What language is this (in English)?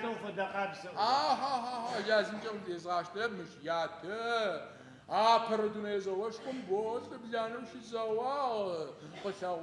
Adyghe